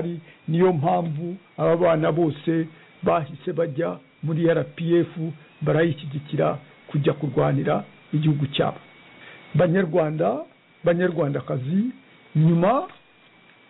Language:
Kinyarwanda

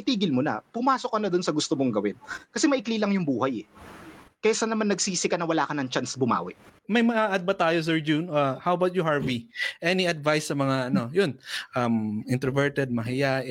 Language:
Filipino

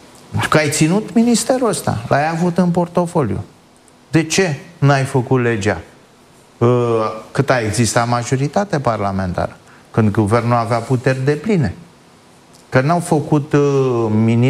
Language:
Romanian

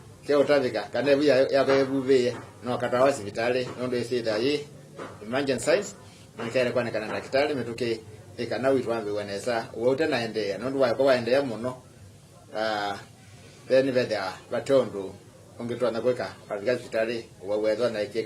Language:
Kamba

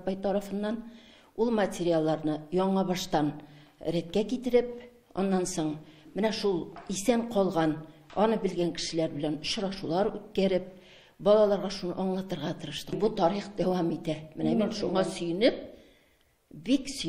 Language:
Tatar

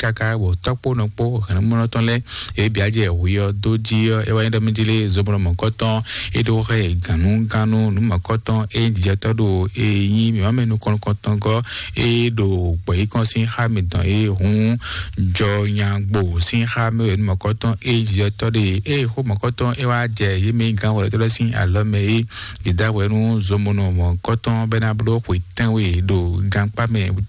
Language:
Fon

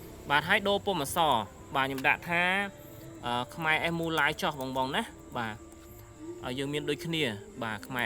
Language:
Khmer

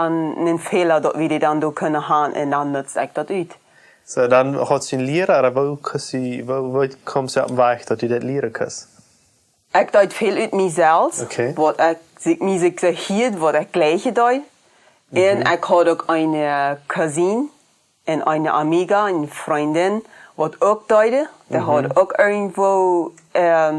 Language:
Plautdietsch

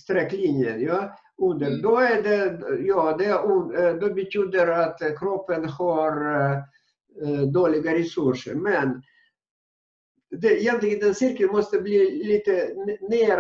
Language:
Swedish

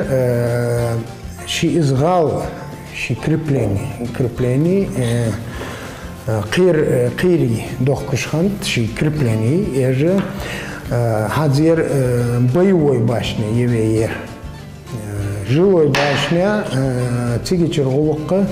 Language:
Ingush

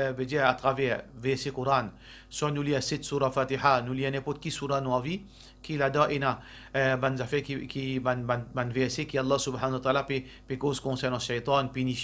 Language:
Morisyen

